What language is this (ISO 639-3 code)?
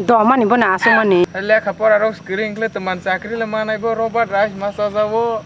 trp